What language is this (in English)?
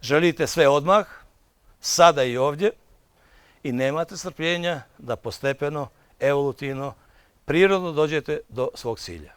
Bosnian